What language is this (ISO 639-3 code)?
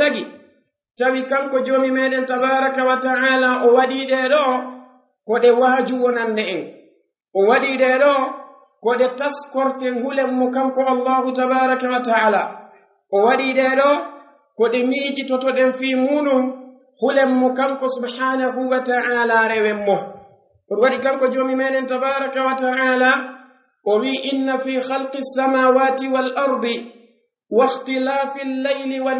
ful